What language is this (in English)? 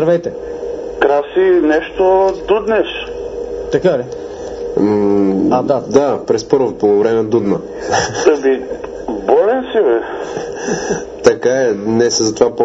Bulgarian